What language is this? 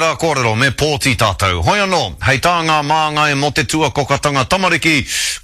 Māori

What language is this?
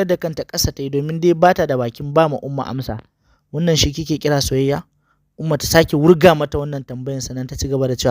Hausa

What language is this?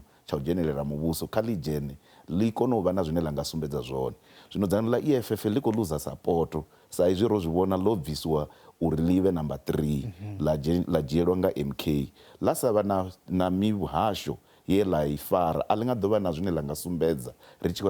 Venda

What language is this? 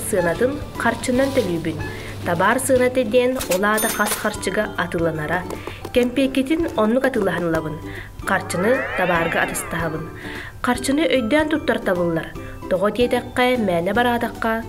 Yakut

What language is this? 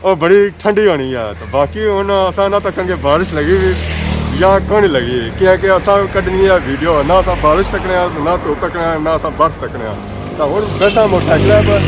Pahari-Potwari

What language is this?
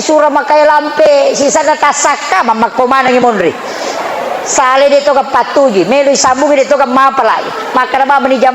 Buginese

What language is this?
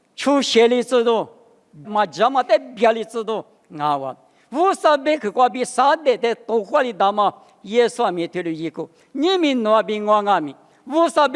Lisu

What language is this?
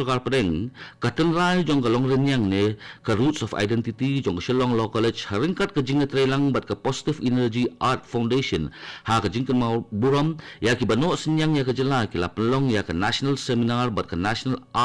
Khasi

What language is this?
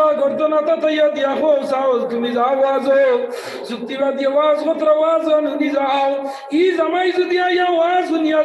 Sylheti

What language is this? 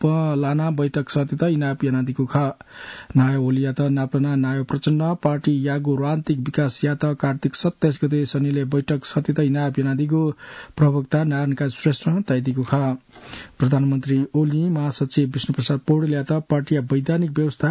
Newari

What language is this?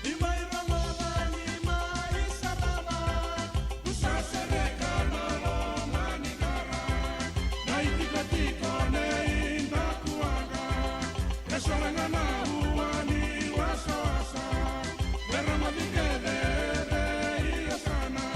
Fijian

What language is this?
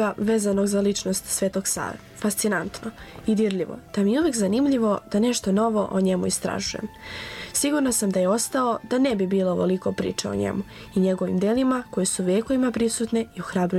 Serbian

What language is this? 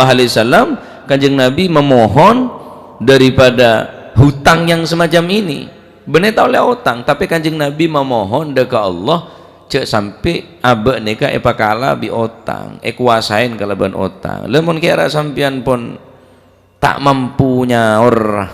Madurese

